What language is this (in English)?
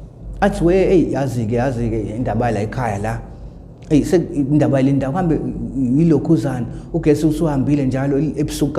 Zulu